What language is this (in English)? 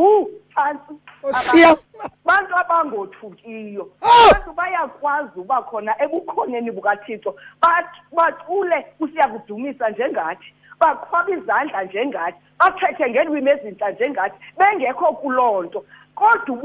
Xhosa